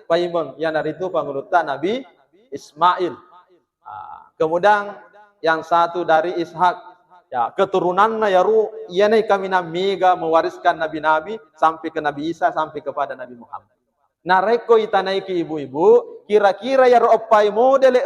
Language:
Buginese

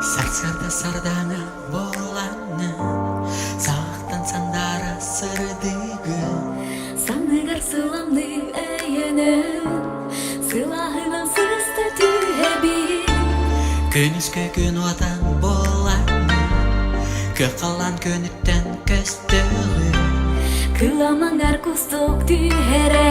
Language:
Yakut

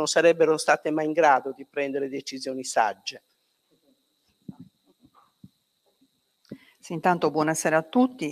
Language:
Italian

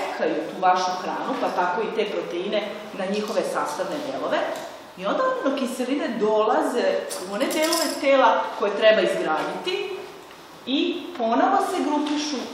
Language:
Serbian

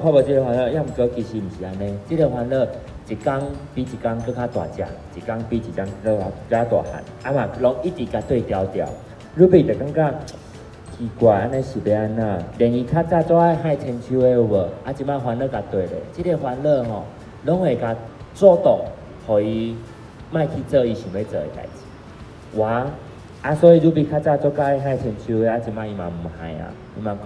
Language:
Min Nan Chinese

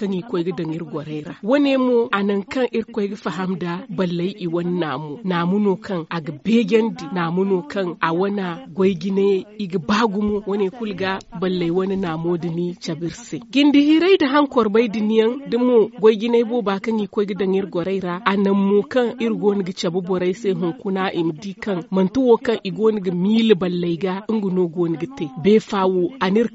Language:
Zarma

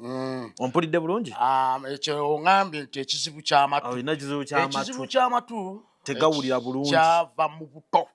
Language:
Ganda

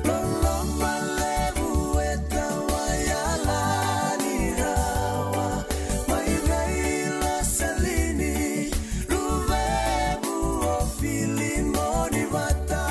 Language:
Fijian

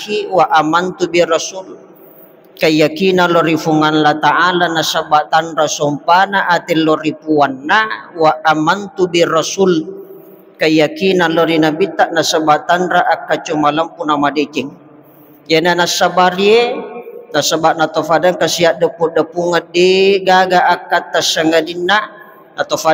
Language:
Buginese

